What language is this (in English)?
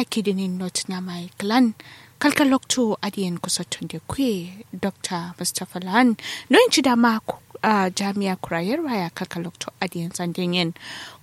Kanuri